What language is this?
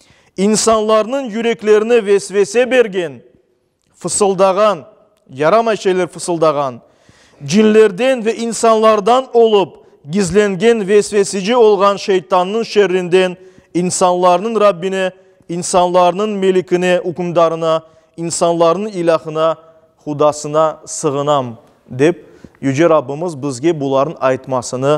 Crimean Tatar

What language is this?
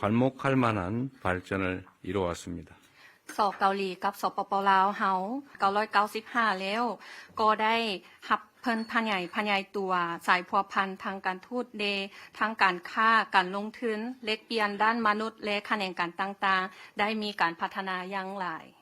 Lao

